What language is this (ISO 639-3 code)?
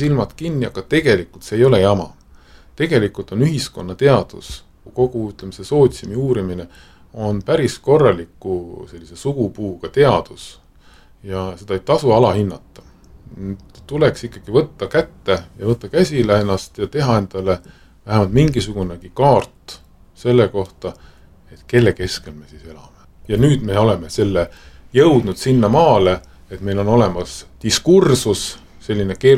est